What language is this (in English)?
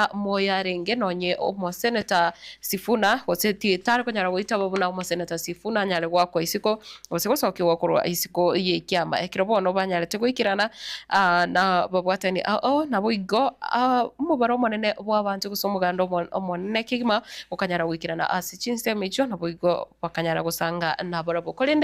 Gusii